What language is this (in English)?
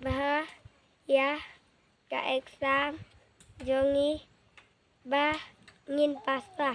Khasi